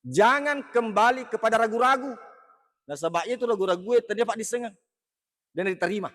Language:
Buginese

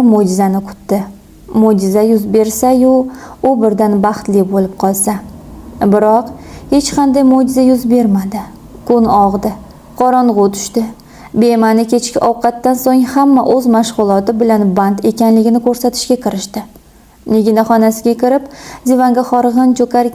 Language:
Uzbek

